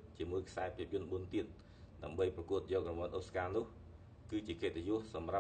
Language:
Khmer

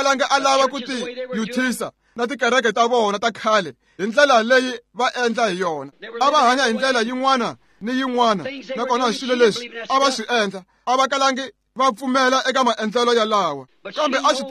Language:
Tsonga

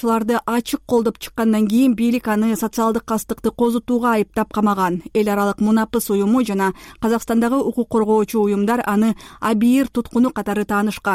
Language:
Kyrgyz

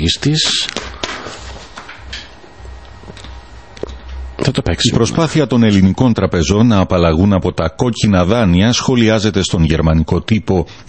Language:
Greek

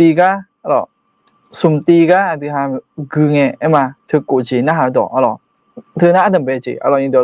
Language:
Akha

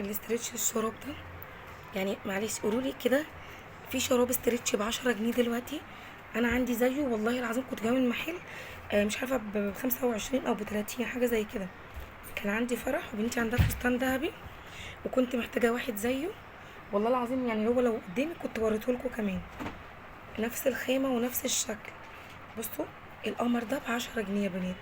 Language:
Egyptian Arabic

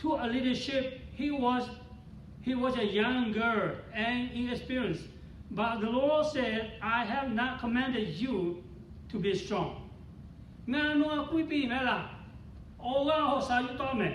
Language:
Lahu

